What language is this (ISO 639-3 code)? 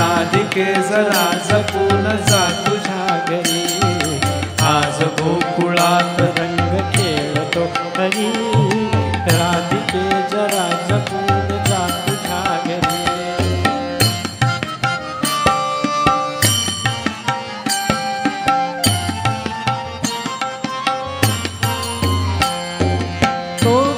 mar